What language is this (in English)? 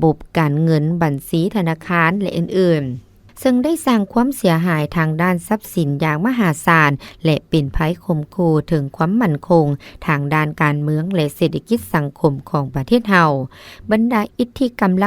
Lao